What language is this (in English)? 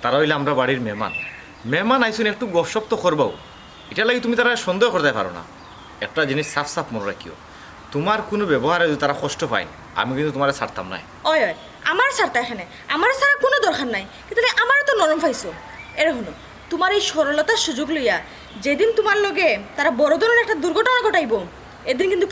Sylheti